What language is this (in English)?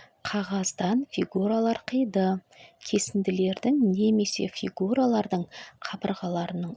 Kazakh